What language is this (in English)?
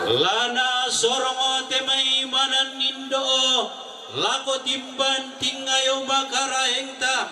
Toraja-Sa'dan